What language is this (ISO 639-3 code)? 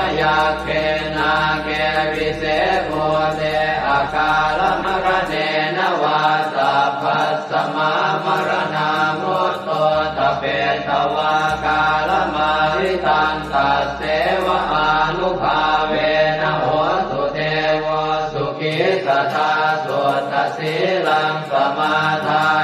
pli